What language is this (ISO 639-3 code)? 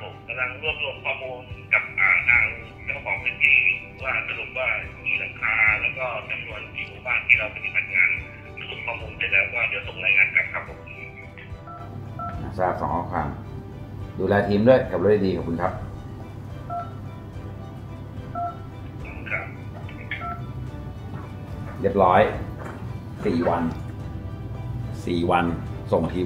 tha